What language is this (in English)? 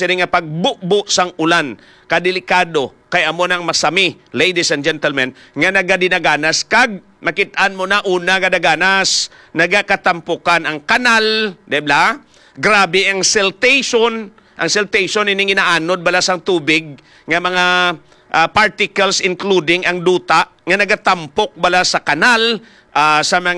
Hiligaynon